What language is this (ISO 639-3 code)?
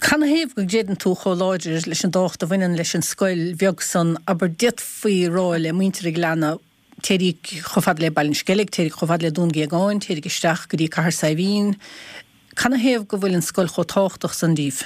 gle